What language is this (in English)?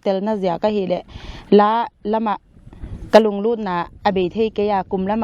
Paite Chin